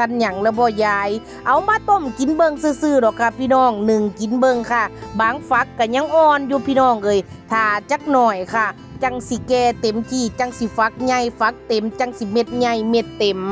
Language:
Northeastern Thai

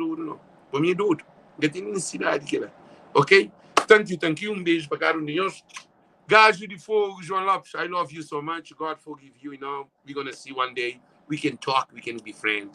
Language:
Kabuverdianu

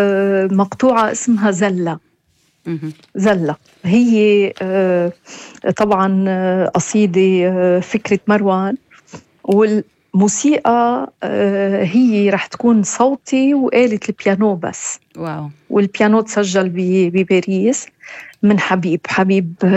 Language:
North Levantine Arabic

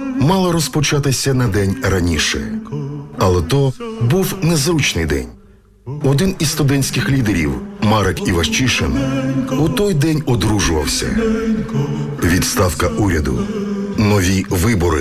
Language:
Ukrainian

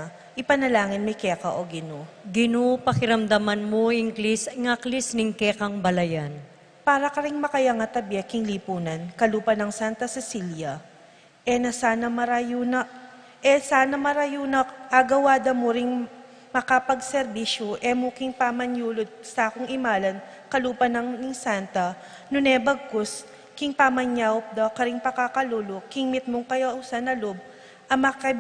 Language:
Pampanga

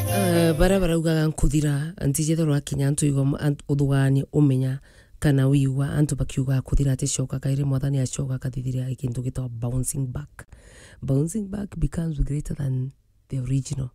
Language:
Meru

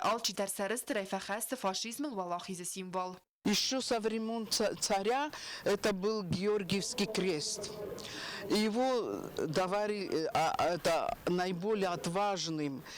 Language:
Ossetic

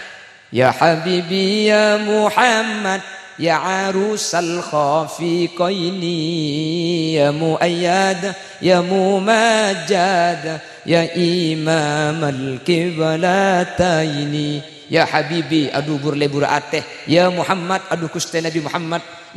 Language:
Madurese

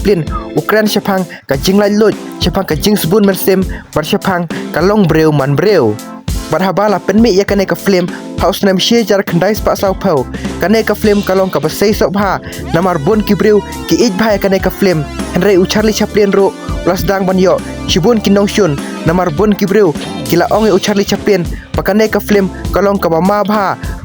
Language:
Khasi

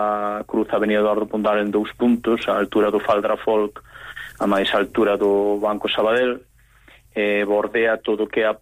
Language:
Galician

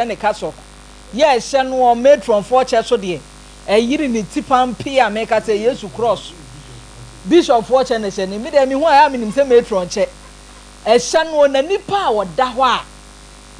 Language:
Akan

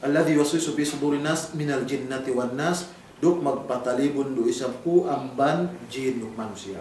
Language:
Yakan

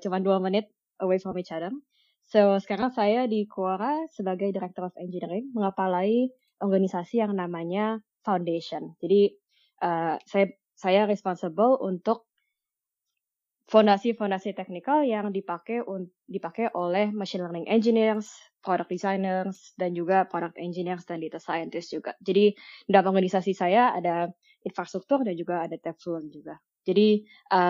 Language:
Indonesian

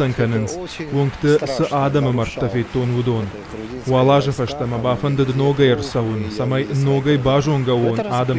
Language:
Ossetic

